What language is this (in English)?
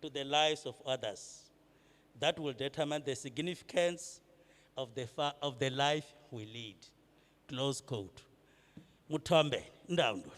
Venda